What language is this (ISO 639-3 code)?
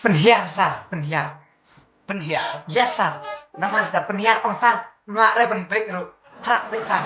kha